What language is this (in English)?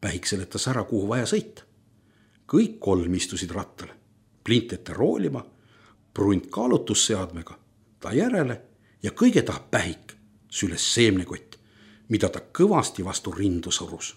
Estonian